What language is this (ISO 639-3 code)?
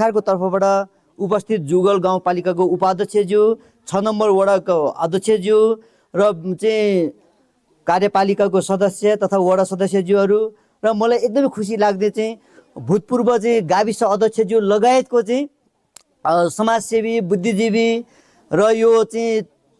nep